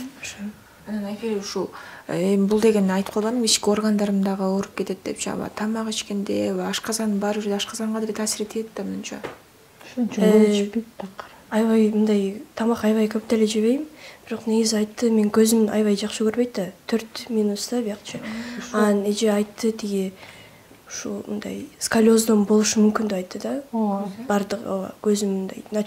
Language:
Kyrgyz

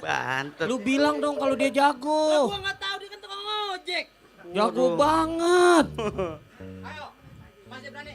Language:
Betawi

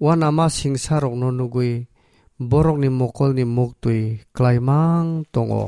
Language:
Kok Borok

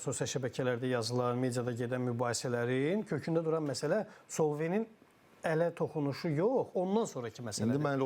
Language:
Azerbaijani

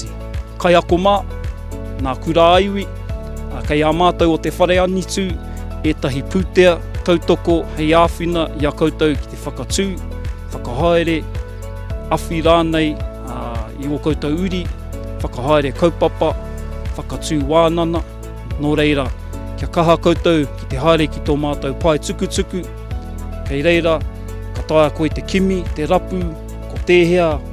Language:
Māori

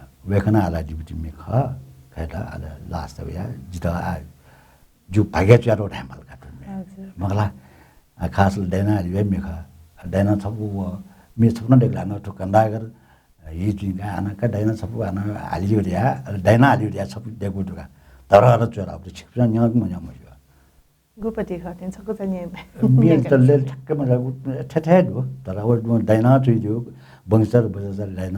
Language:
Newari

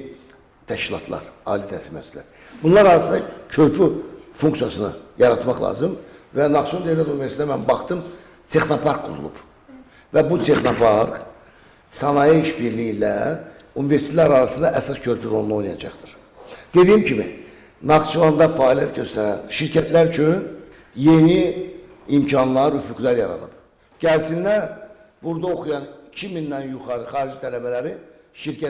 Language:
Azerbaijani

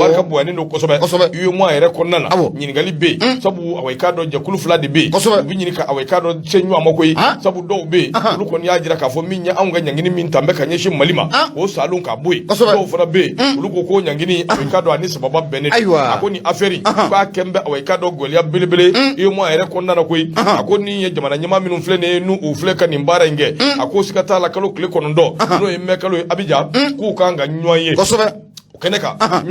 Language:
Bambara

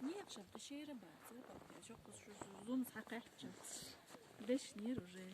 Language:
Chechen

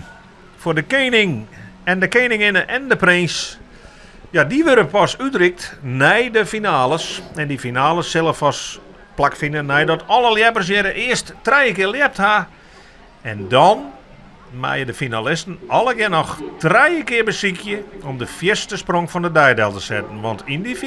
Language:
Western Frisian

